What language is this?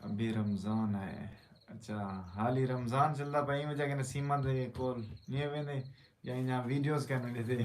Saraiki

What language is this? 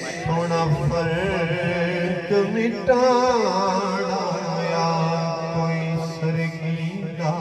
Saraiki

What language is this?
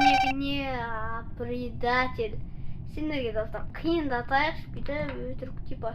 Kazakh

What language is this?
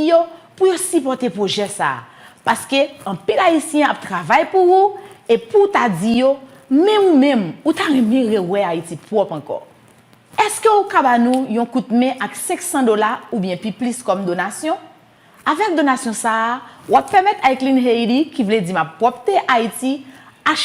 Haitian Creole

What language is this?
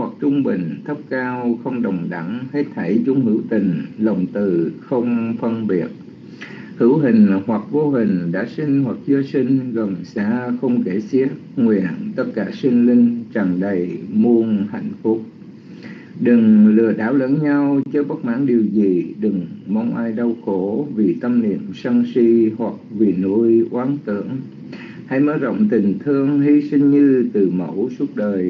Vietnamese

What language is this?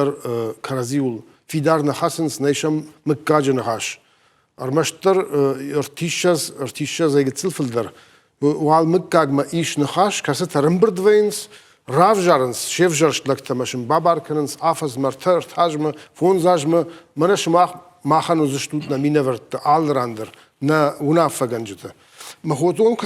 Ossetic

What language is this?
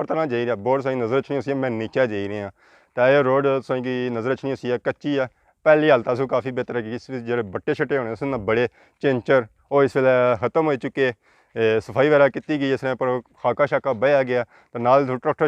Pahari-Potwari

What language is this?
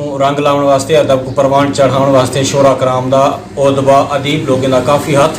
Saraiki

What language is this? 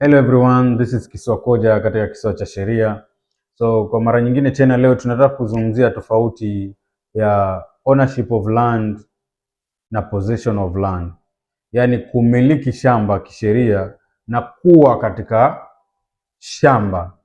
Swahili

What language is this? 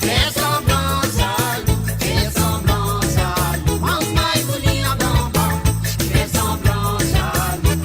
Morisyen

